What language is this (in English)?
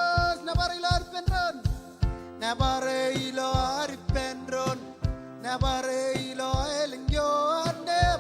Marshallese